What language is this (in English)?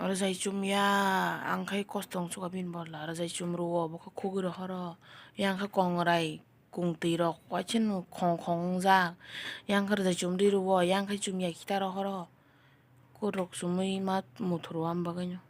Kok Borok